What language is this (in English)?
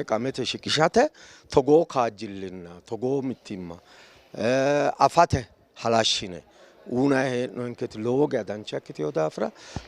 Sidamo